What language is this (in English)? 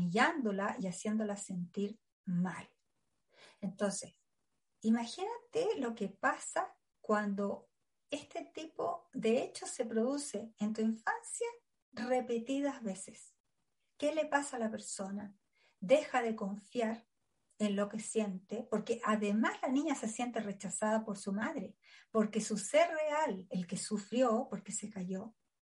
Spanish